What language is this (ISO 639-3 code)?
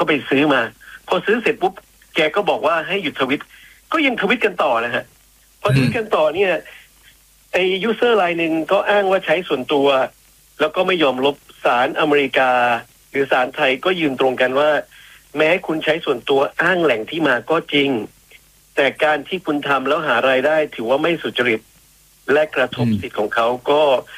tha